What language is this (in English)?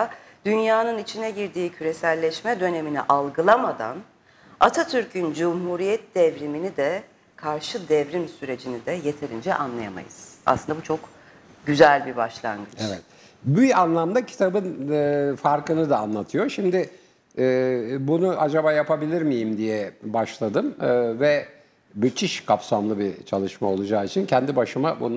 Turkish